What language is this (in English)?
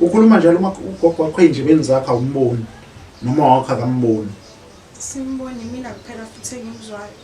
Zulu